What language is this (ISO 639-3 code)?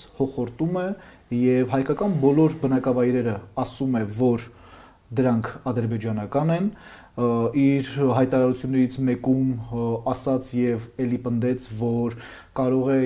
hye